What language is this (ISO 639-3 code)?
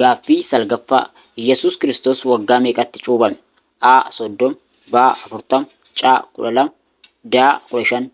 orm